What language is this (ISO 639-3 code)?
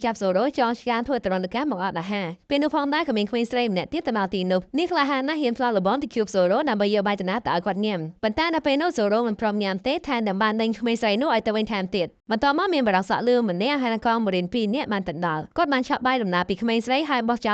khm